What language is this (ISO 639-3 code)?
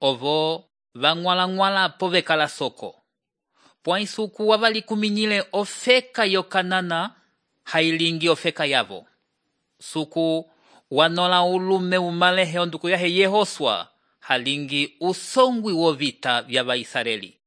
umb